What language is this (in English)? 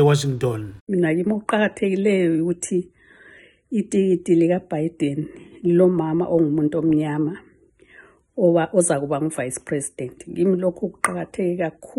North Ndebele